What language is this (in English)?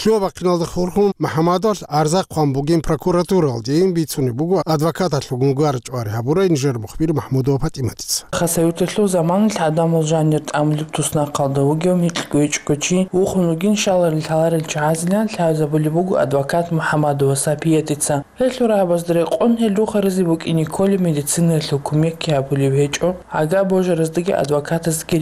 Avaric